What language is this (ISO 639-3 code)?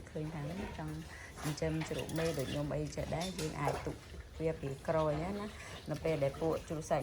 khm